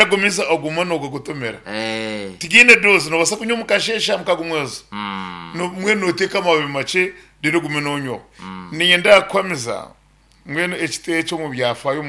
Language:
Nyankole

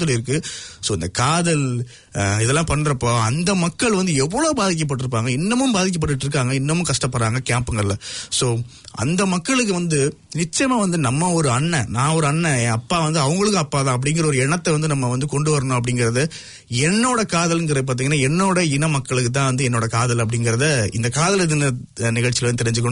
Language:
Tamil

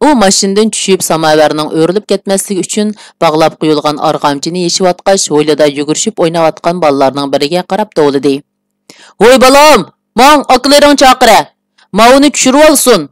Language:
Uyghur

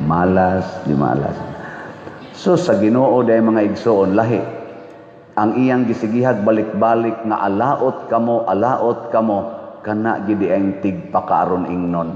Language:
Cebuano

